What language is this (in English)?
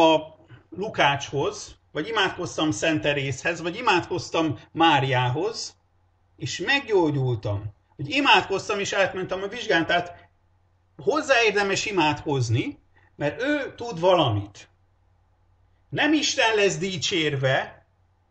Hungarian